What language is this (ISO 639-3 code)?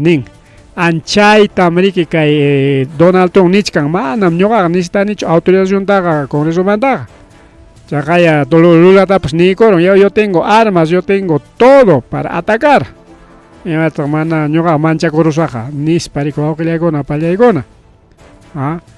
quy